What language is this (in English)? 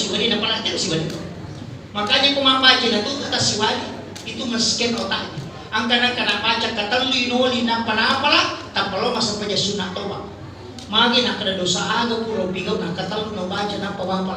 Buginese